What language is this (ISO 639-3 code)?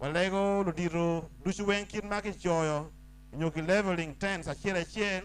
ach